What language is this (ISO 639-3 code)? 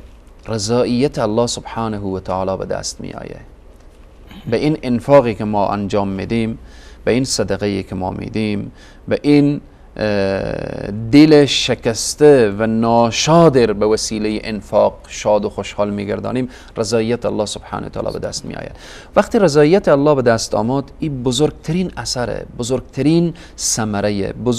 fas